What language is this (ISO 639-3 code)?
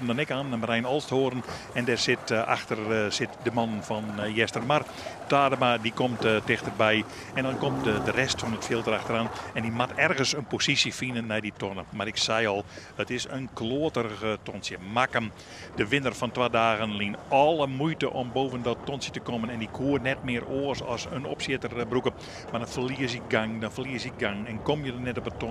fry